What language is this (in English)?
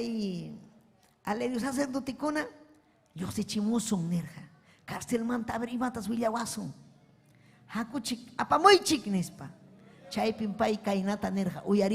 Ayacucho Quechua